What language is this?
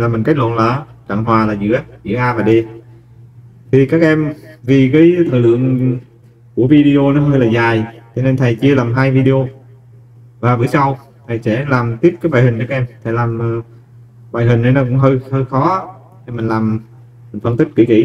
Vietnamese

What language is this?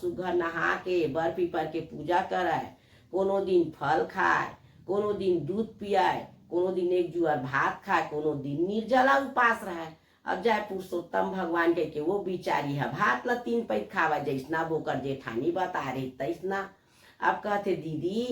Chhattisgarhi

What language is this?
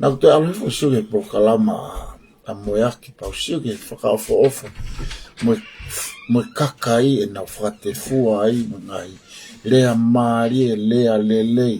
Tongan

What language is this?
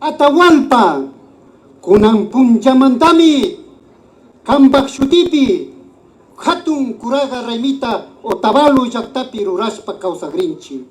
Imbabura Highland Quichua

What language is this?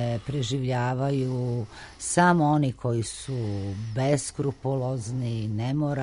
Serbian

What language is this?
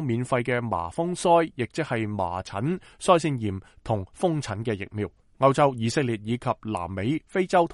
Cantonese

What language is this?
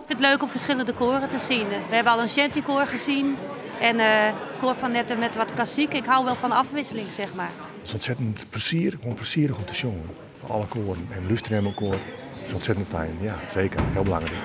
Western Frisian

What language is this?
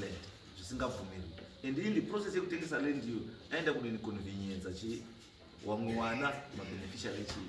Shona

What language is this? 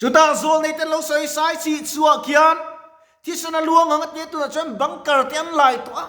Mizo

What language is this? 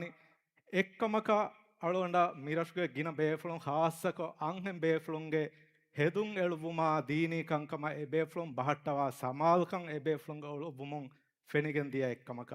Divehi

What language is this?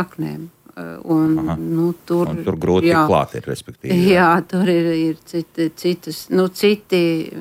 Latvian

